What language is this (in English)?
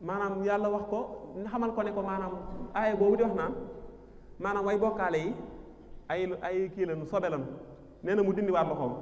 Wolof